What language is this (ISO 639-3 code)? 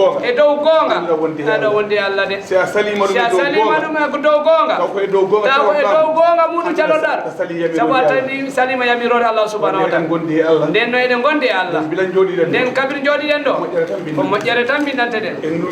ful